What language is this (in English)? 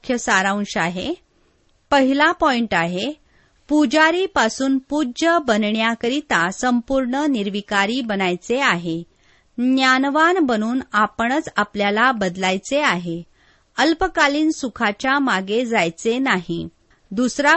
Marathi